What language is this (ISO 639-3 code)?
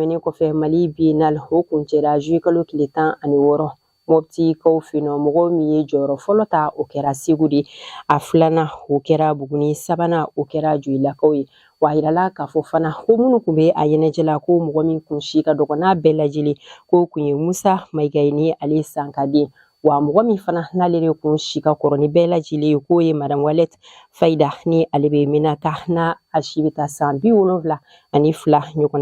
bam